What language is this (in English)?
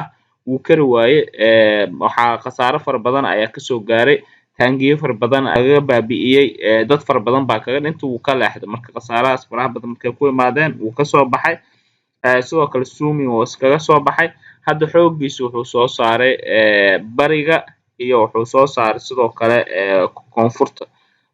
Somali